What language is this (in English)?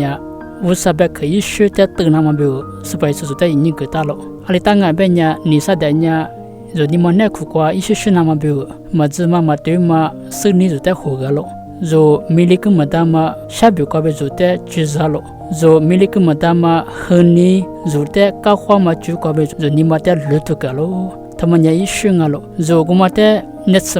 Lisu